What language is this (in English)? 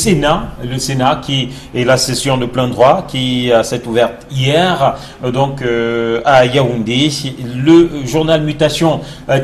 French